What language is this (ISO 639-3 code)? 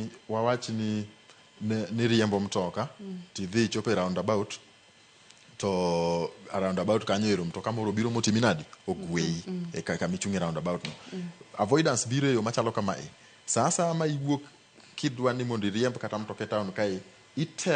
luo